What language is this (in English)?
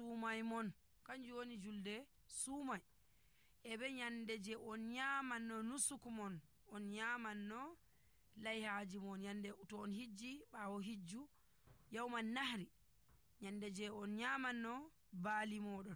Nigerian Fulfulde